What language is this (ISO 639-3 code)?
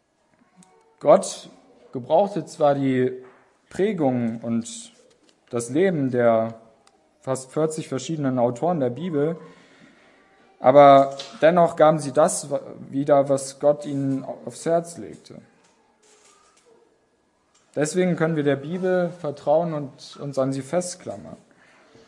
deu